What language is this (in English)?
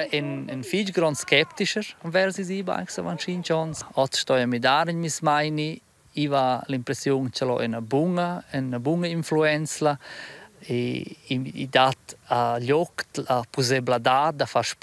Romansh